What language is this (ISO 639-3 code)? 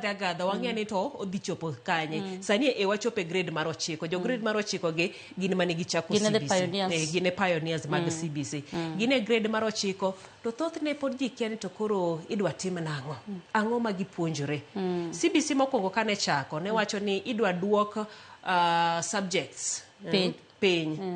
luo